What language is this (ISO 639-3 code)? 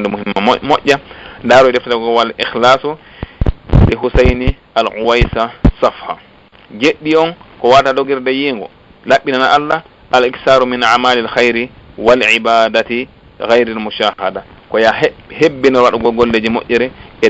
ful